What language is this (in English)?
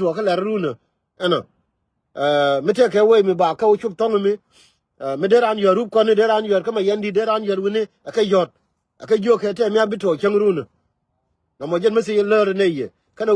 Nuer